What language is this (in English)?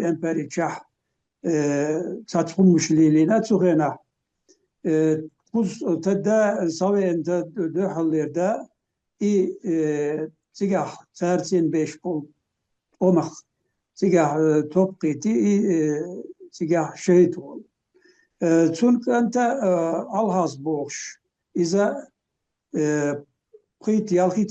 Chechen